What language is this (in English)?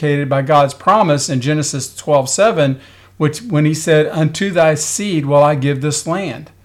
English